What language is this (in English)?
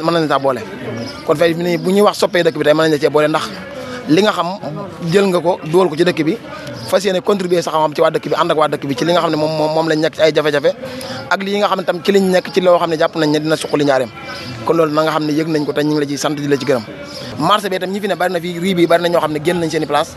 Wolof